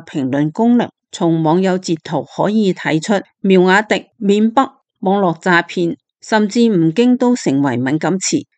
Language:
Cantonese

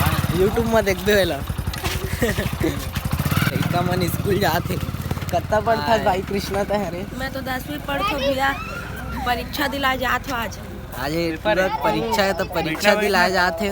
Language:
Chhattisgarhi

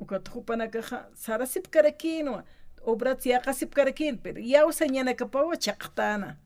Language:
Aymara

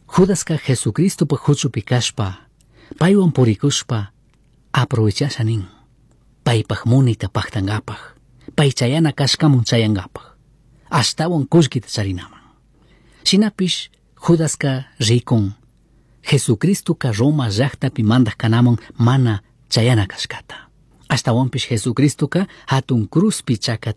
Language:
Chimborazo Highland Quichua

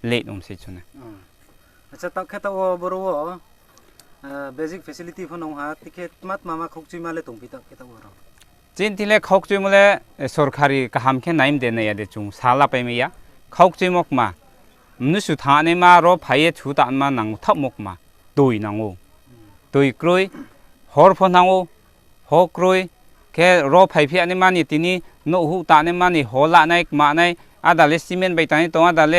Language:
Riang (India)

